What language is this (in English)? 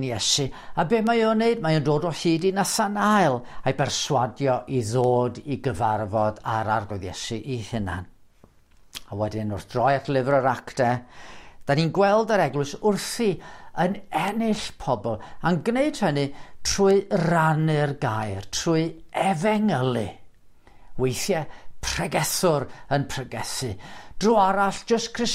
Welsh